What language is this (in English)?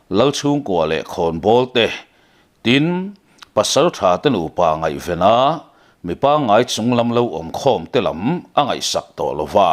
Mizo